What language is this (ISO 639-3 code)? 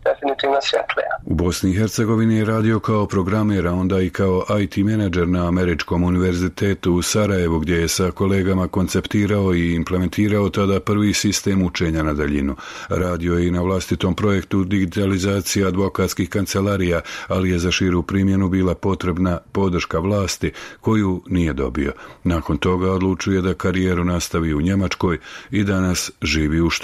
bos